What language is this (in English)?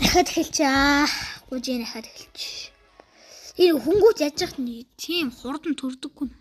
Mongolian